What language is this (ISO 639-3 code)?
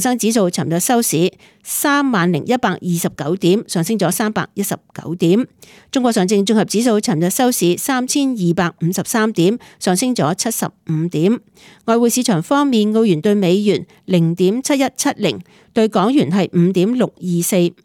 yue